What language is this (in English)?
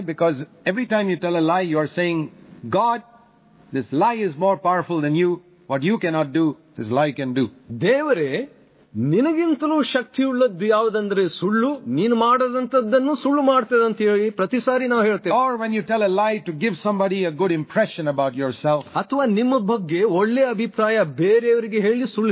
Kannada